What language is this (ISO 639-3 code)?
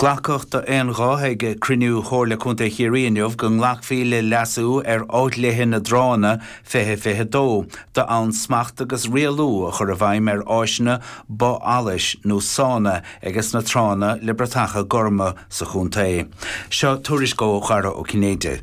gle